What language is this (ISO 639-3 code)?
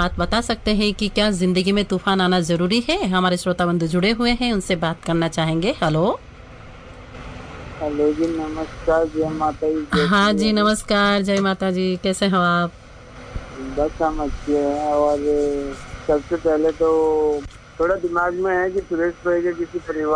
hin